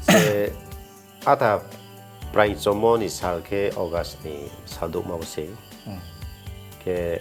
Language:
Riang (India)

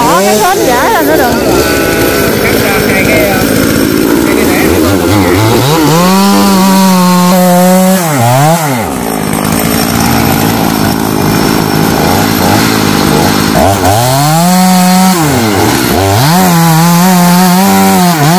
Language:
Vietnamese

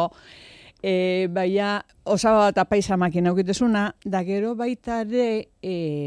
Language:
Basque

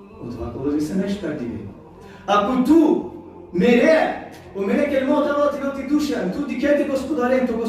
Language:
Balkan Romani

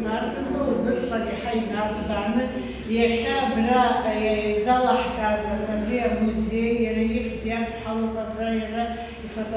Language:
Abkhazian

